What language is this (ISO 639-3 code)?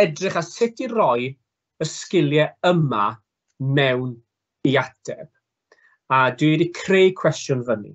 cym